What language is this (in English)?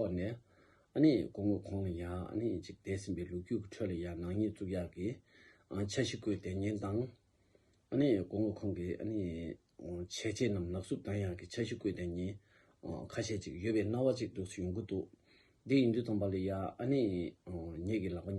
Tibetan